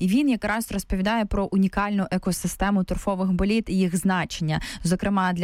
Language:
Ukrainian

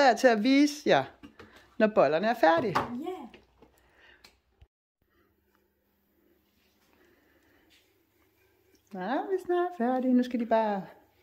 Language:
Danish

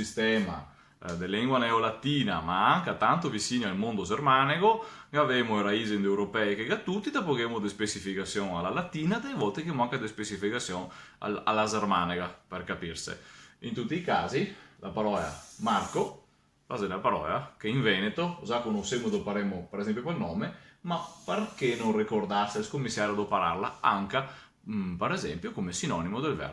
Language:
Venetian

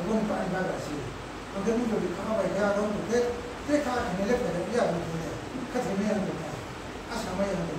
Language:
Riang (India)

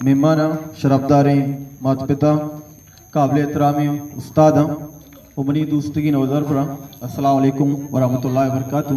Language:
Eastern Balochi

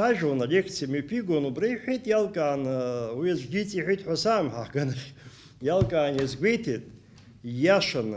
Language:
Abkhazian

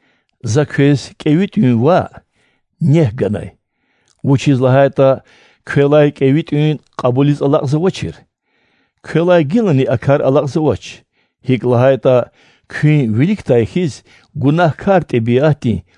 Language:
Lezghian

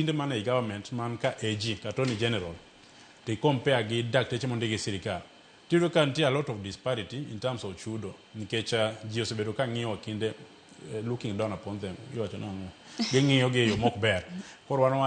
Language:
Luo (Kenya and Tanzania)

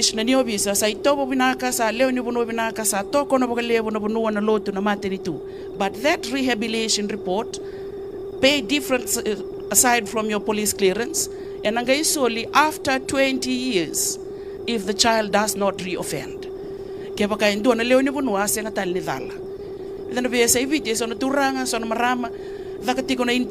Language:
Fijian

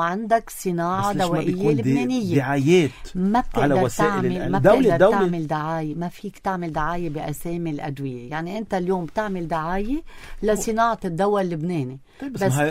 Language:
North Levantine Arabic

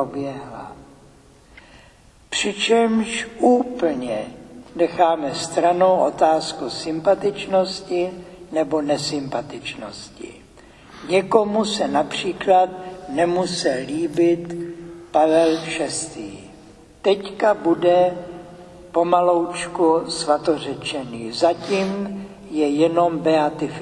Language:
Czech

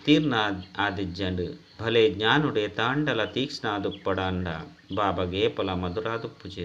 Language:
Tulu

